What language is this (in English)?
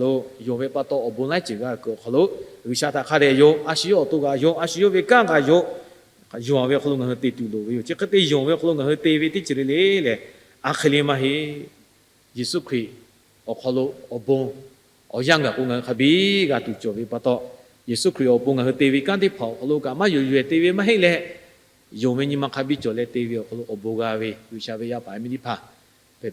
Lahu